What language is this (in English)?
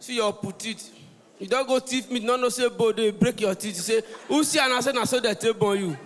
Nigerian Pidgin